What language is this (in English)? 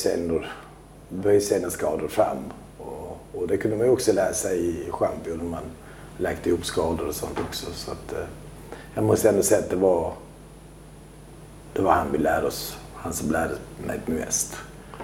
Swedish